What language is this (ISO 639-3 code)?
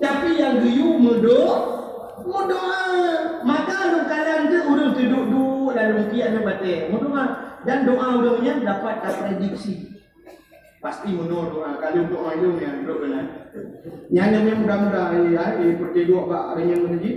ace